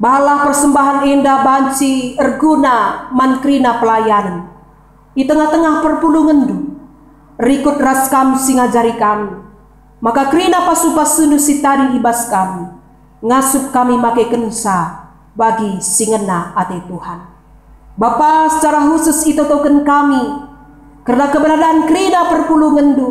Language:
Batak Karo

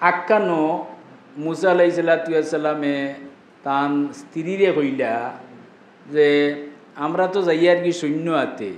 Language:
Sylheti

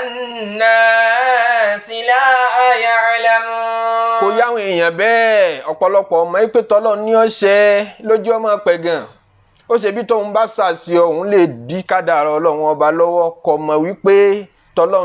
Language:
Yoruba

